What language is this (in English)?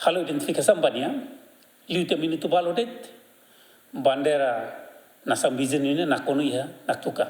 Tetum